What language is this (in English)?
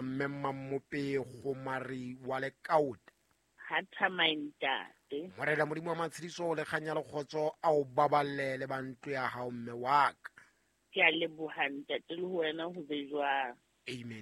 Southern Sotho